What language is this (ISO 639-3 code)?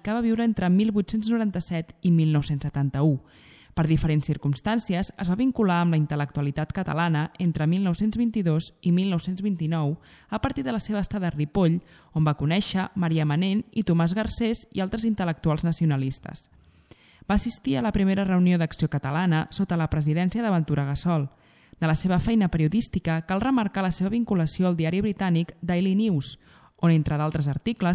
cat